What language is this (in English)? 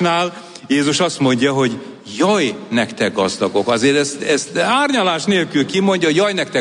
Hungarian